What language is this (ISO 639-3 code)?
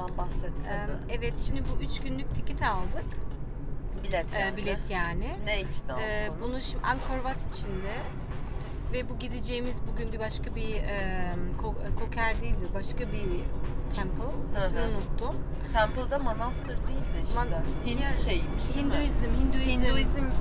tur